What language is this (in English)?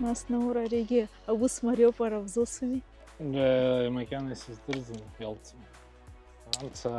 Abkhazian